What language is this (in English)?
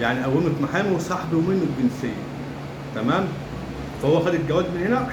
Egyptian Arabic